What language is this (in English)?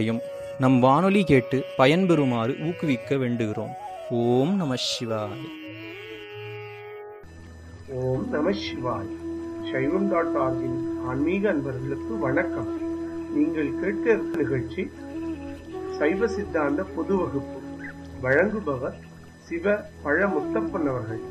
Tamil